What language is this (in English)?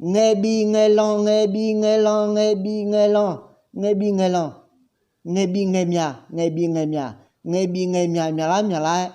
Akha